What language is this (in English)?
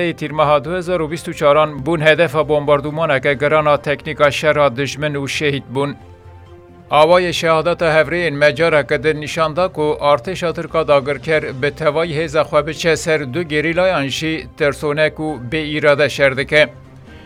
Kurdish